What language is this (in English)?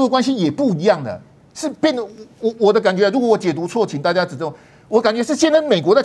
Chinese